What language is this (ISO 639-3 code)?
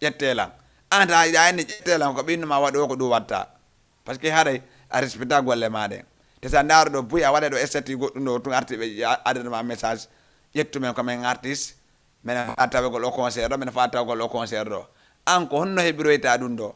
ful